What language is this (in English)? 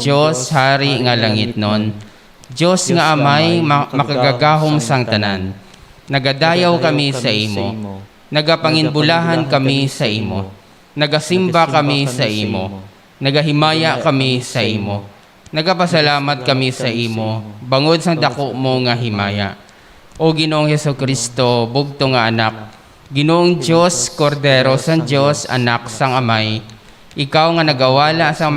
Hiligaynon